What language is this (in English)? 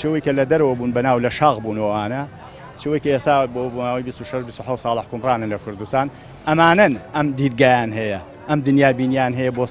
Central Kurdish